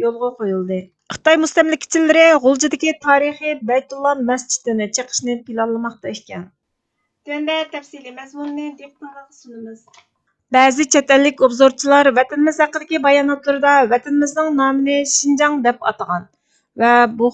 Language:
Uyghur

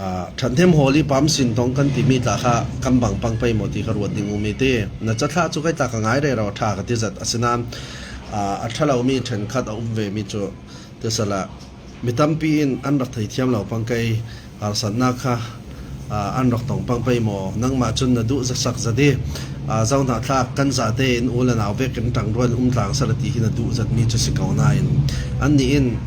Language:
Falam Chin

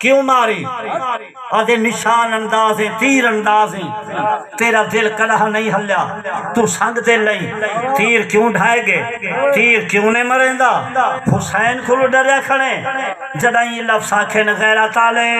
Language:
Saraiki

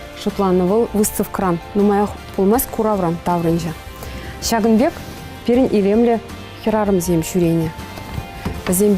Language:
Chuvash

